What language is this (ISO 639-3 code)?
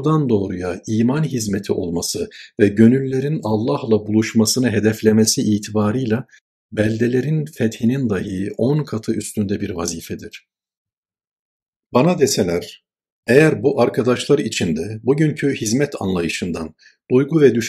tur